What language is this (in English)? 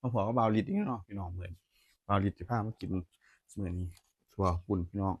Northeastern Thai